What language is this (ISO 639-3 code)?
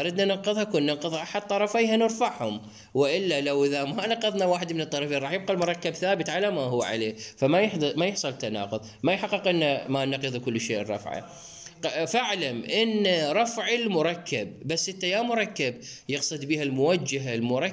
acm